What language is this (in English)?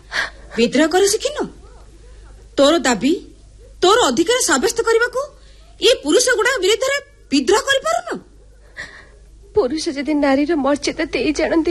Odia